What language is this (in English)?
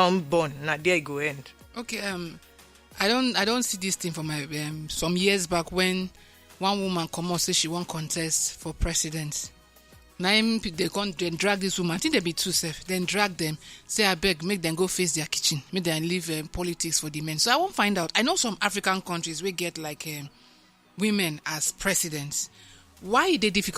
Nigerian Pidgin